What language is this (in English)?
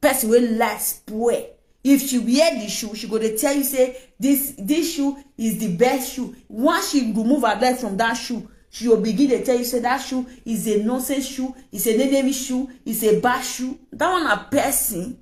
Nigerian Pidgin